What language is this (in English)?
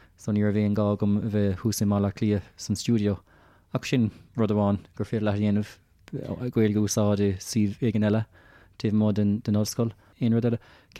Irish